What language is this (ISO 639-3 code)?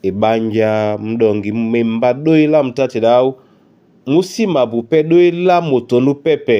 dua